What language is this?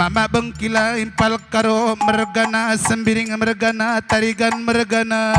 Batak Karo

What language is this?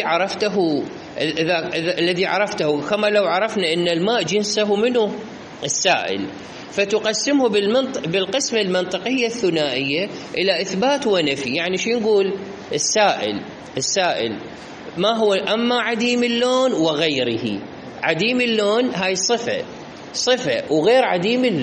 Mesopotamian Arabic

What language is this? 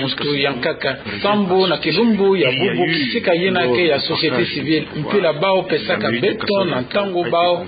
Kituba (Democratic Republic of Congo)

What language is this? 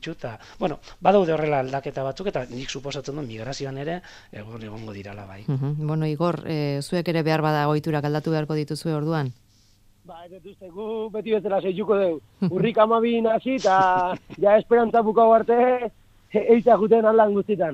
Basque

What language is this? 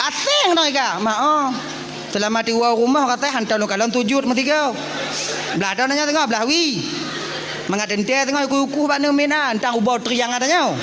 Achinese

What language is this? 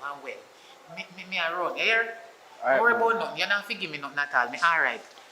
Jamaican Creole English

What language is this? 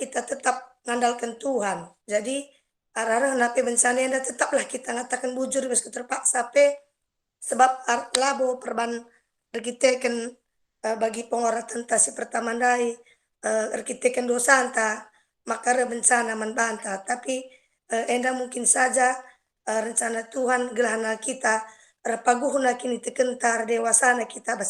Batak Karo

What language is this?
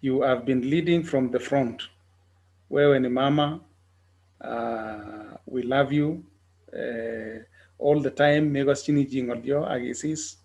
Kalenjin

